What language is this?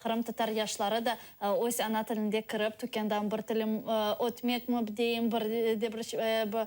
Crimean Tatar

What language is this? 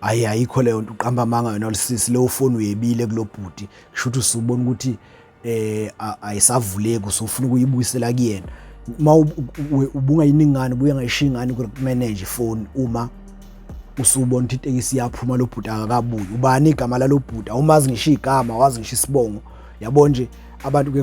Zulu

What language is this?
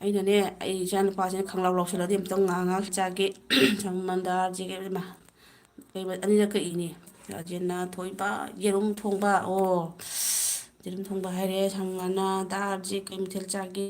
Manipuri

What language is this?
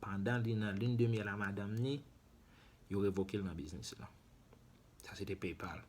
Haitian Creole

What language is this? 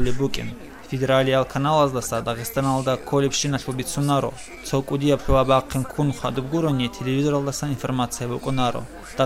Avaric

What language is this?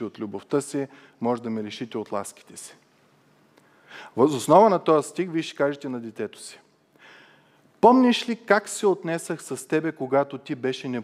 Bulgarian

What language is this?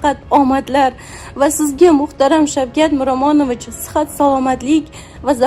Uzbek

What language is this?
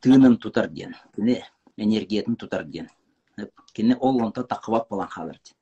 Yakut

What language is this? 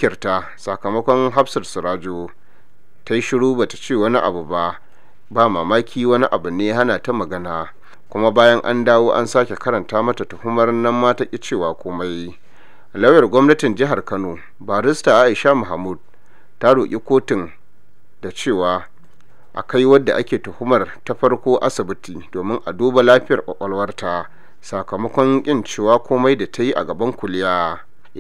Hausa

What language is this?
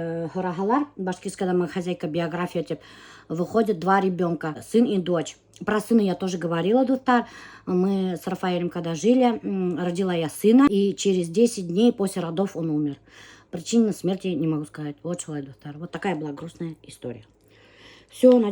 Bashkir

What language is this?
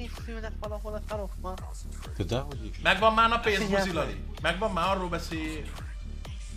Hungarian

